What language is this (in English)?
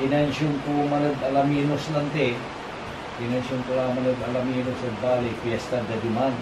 Pangasinan